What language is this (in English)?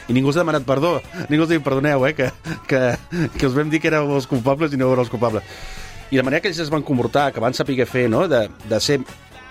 Catalan